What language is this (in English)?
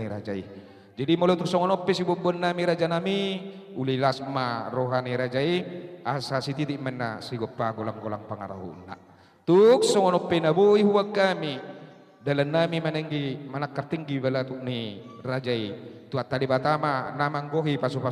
Batak Toba